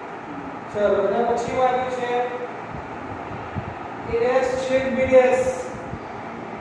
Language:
Gujarati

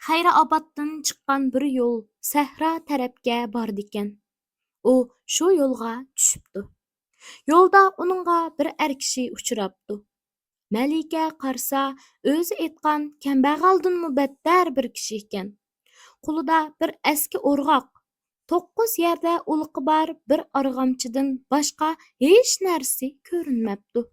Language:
Uyghur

